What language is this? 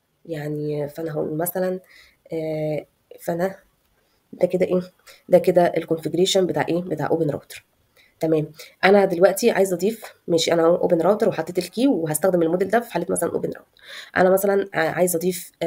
Egyptian Arabic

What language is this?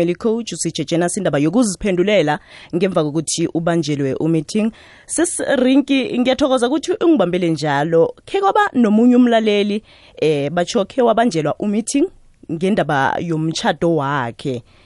South Ndebele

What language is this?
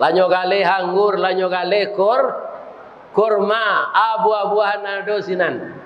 Minangkabau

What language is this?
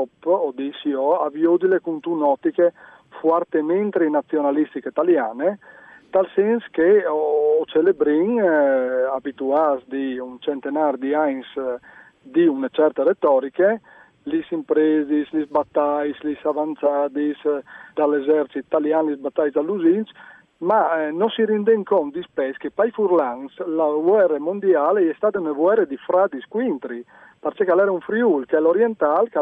Friulian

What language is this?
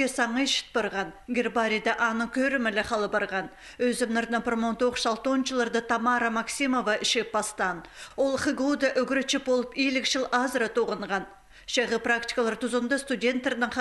Khakas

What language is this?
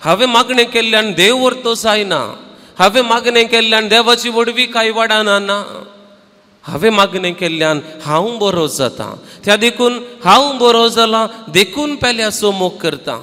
Konkani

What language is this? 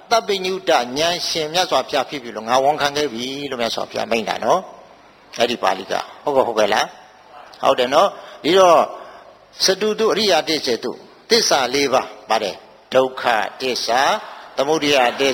Burmese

